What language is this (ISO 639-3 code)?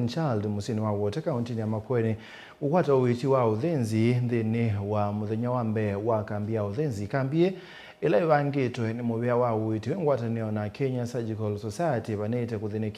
kam